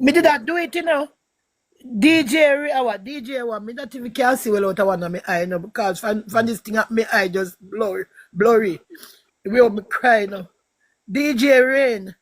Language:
Jamaican Creole English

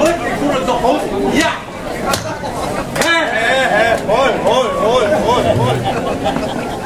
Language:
Dutch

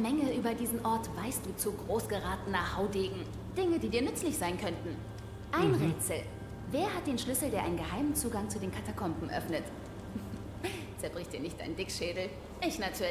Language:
German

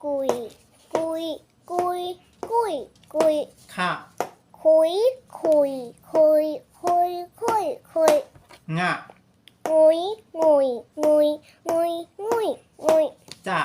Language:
Shan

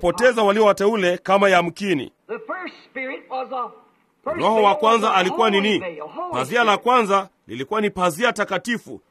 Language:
Swahili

